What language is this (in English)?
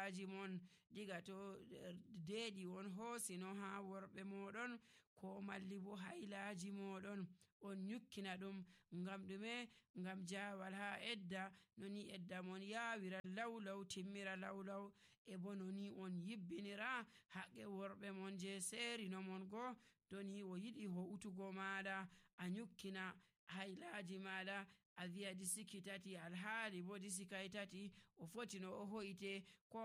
Nigerian Fulfulde